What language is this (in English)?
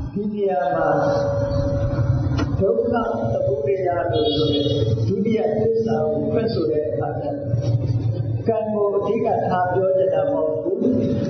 Burmese